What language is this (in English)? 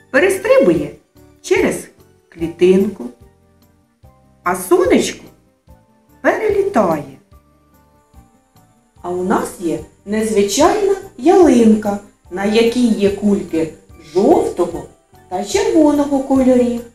Ukrainian